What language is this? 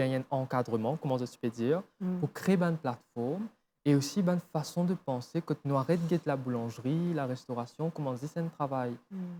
Morisyen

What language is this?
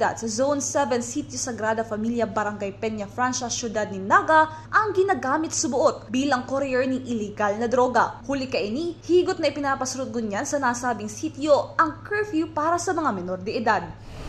Bikol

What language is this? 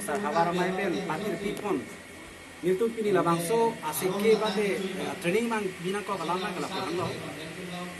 Karbi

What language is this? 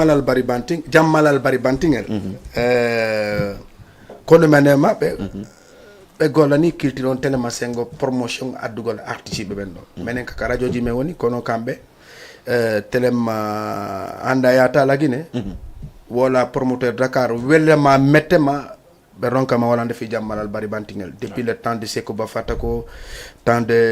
Fula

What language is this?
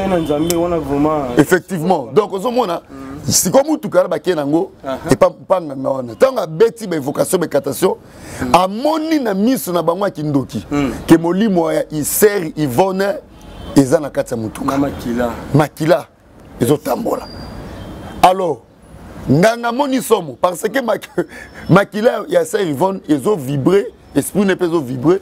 Lingala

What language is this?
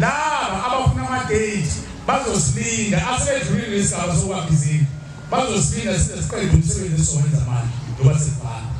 Zulu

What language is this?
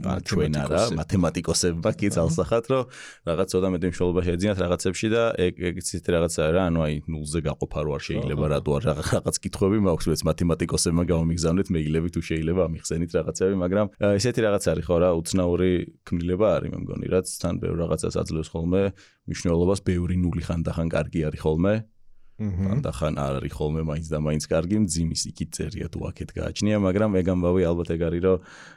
Georgian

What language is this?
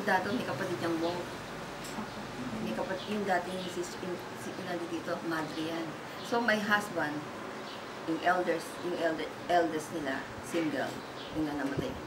Filipino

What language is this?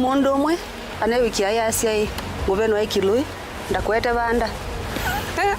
Kamba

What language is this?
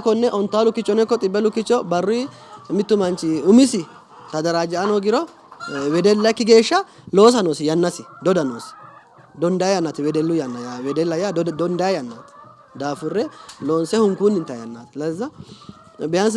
Sidamo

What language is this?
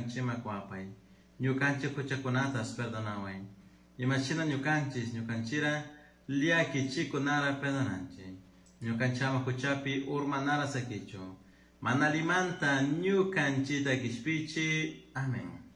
Chimborazo Highland Quichua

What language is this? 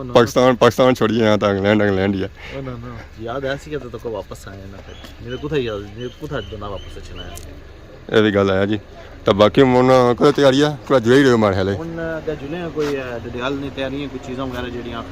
Pahari-Potwari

